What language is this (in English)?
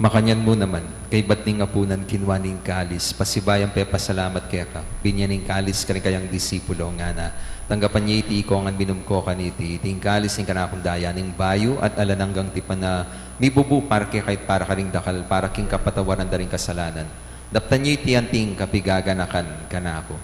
Pampanga